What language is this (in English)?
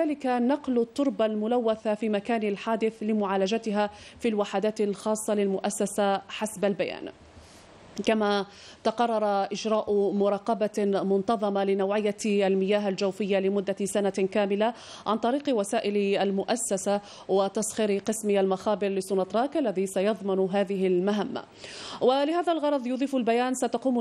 Arabic